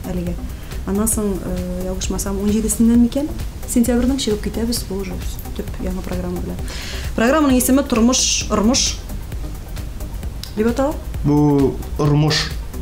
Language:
Tatar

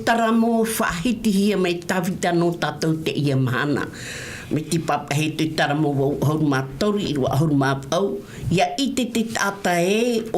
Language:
Tahitian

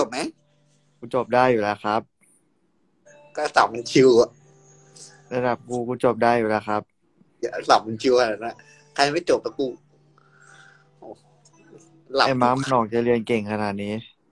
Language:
Thai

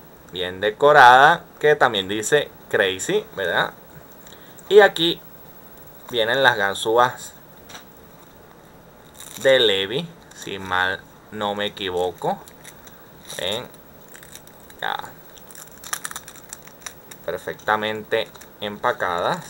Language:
Spanish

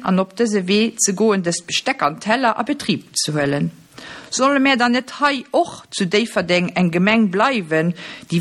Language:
Luxembourgish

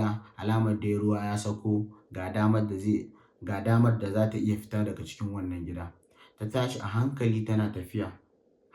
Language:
Hausa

